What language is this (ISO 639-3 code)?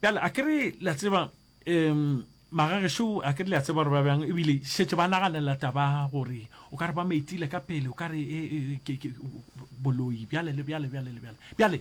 nso